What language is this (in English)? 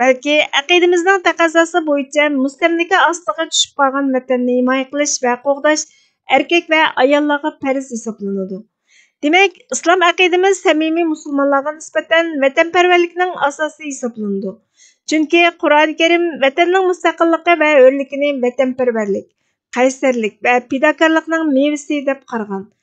Uyghur